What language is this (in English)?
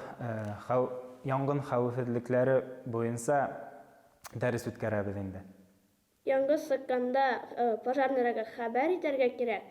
Bashkir